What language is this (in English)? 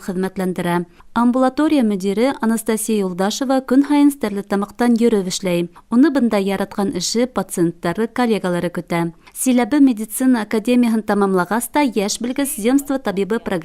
Bashkir